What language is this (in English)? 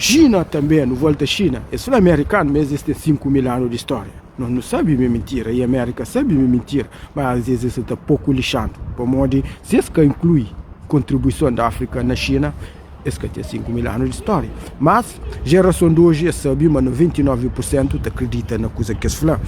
Kabuverdianu